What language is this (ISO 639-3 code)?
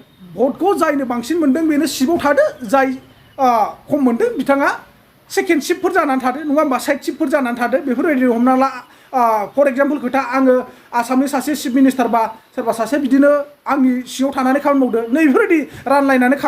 brx